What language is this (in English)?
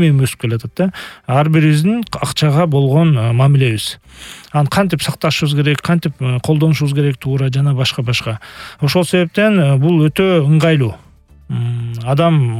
Kyrgyz